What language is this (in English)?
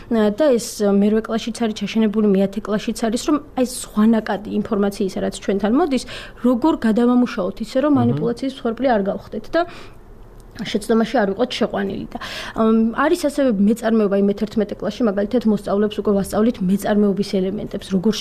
Georgian